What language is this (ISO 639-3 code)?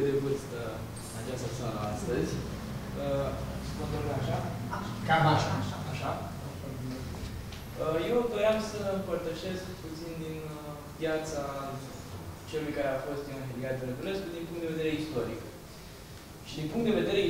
ron